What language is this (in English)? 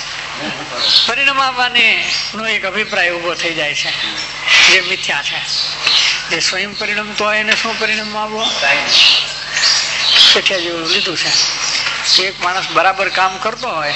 Gujarati